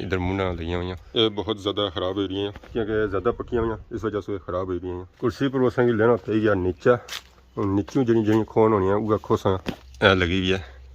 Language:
Pahari-Potwari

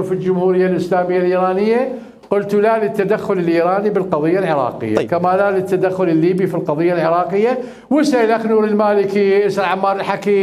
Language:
Mesopotamian Arabic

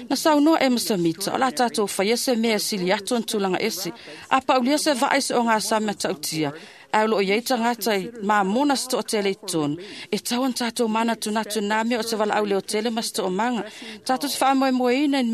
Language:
Samoan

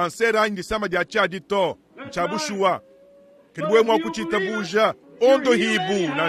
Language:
Luba-Lulua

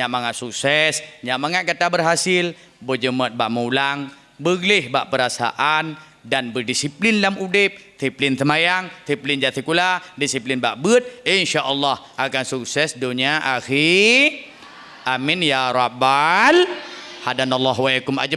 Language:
Achinese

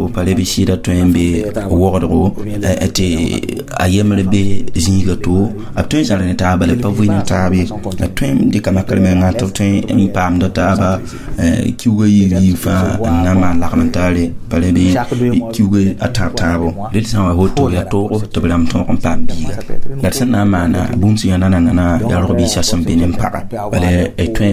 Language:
Mossi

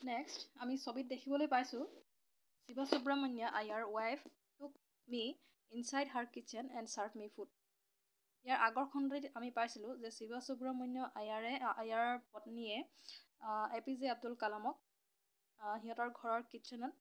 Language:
Assamese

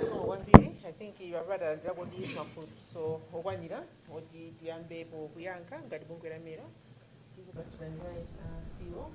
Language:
Nyanja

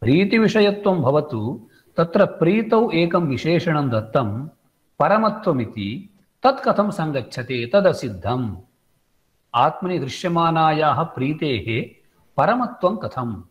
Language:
Sanskrit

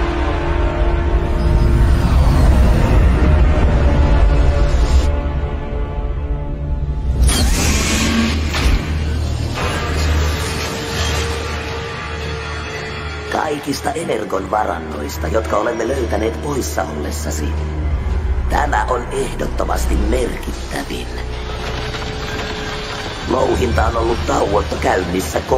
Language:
Finnish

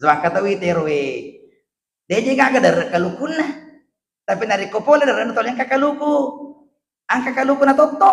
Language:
Buginese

